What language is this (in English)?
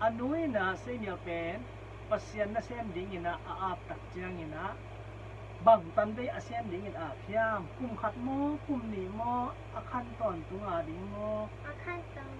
Tedim Chin